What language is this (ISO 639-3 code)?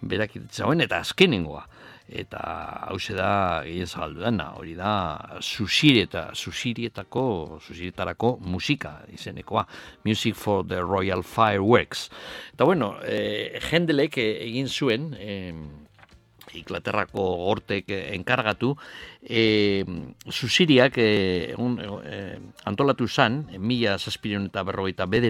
eus